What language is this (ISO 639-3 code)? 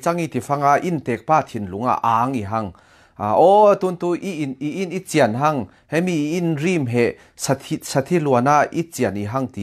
cfm